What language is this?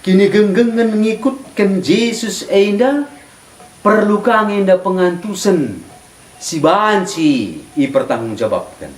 Batak Karo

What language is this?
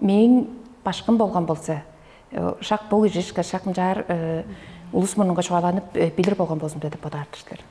Tuvinian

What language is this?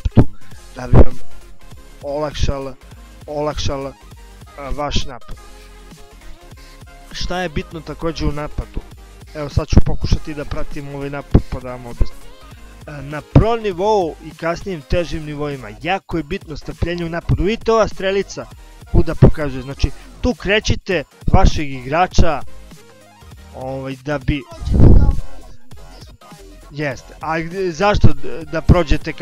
Serbian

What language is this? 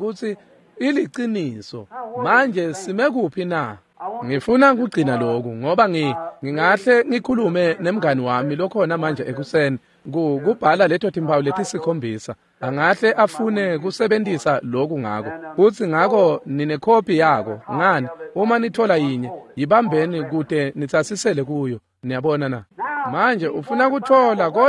Swati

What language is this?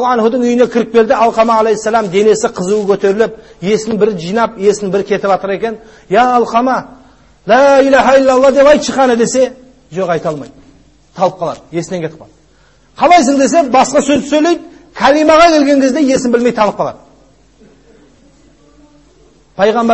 Kazakh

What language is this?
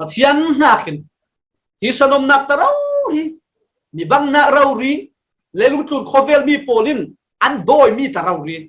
Falam Chin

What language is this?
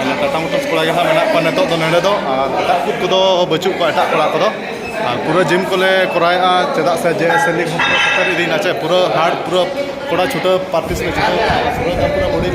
Santali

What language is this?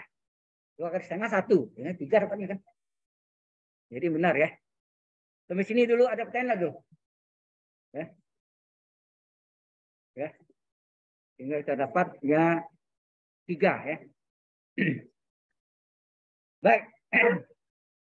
Indonesian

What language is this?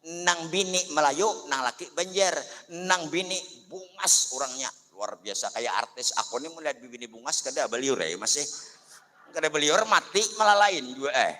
Banjar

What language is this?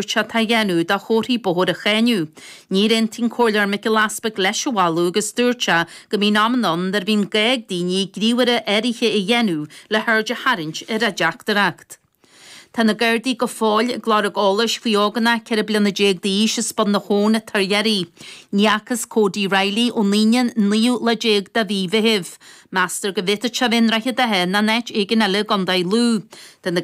Irish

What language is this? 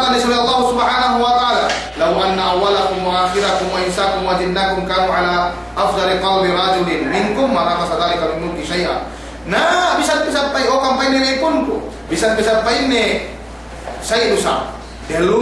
Yakan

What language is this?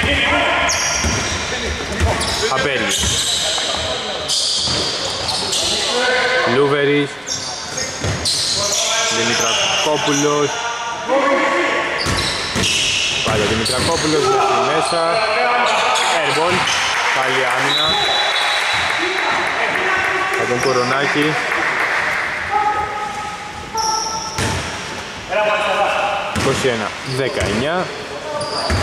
Greek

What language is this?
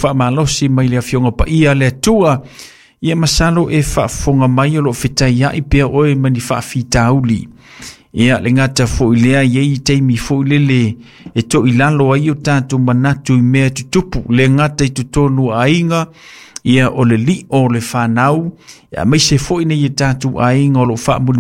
Samoan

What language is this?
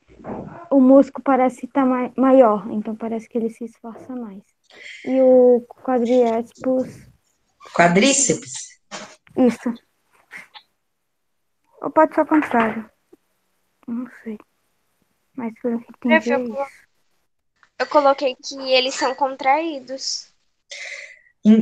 Portuguese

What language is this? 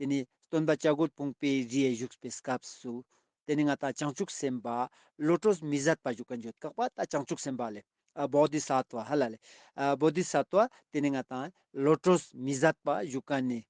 Ladakhi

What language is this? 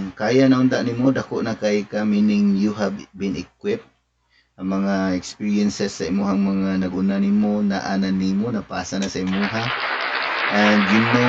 Cebuano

